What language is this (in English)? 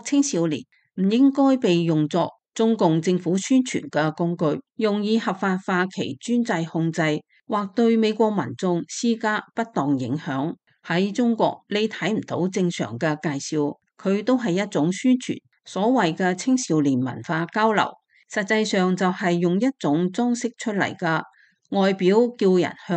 Cantonese